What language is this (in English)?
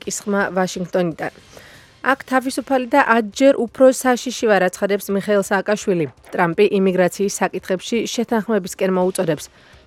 Georgian